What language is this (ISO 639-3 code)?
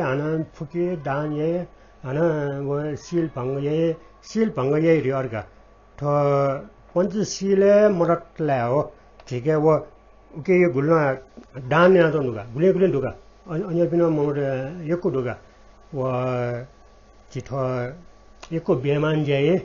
new